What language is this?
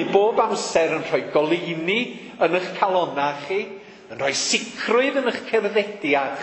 Welsh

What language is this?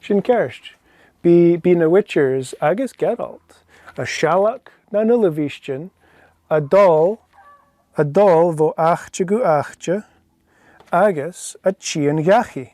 Scottish Gaelic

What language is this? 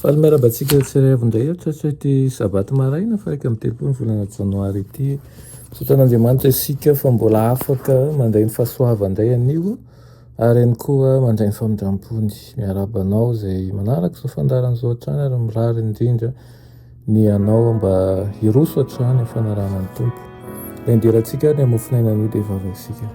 Malagasy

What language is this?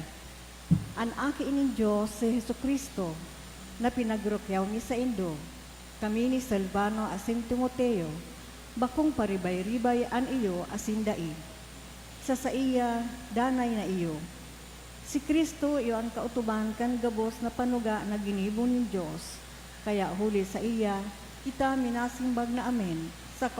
Bikol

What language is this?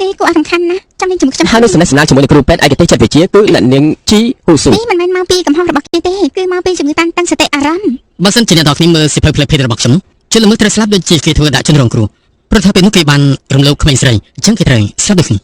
Khmer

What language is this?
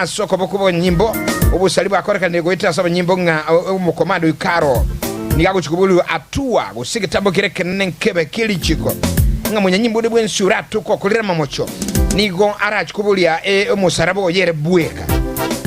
Gusii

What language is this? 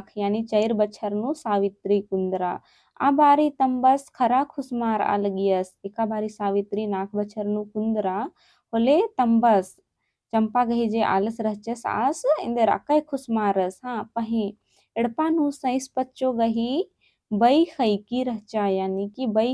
Kurukh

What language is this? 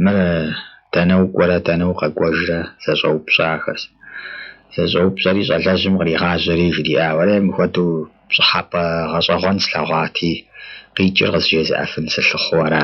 Kabardian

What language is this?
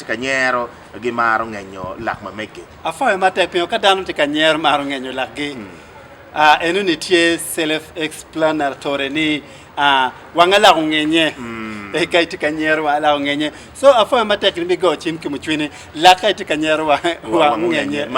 Acoli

